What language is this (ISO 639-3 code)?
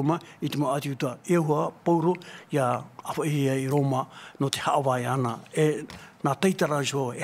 tah